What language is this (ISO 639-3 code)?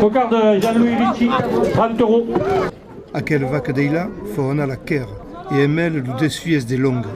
oci